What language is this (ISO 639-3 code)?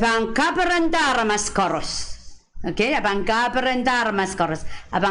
pon